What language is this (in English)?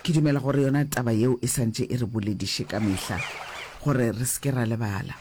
Northern Sotho